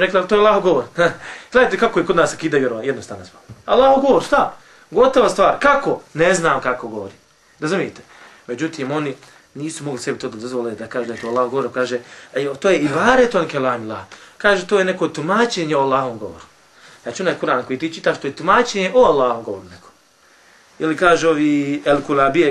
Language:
Bosnian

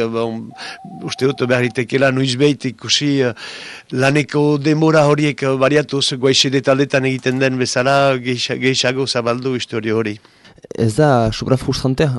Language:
Basque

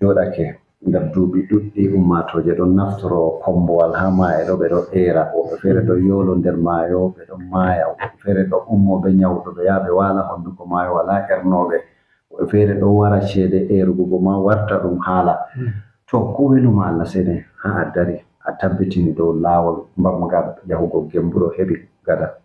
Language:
Fula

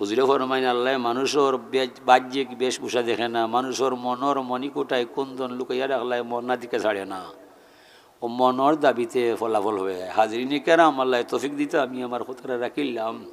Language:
Sylheti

